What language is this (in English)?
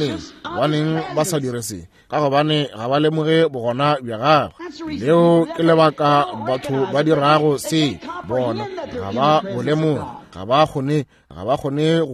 Northern Sotho